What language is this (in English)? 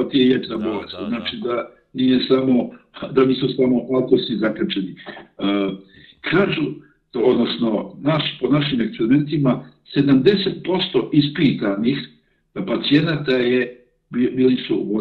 Serbian